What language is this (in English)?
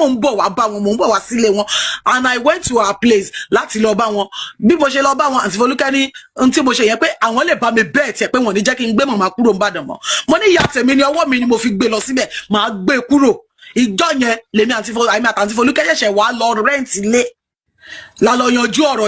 Yoruba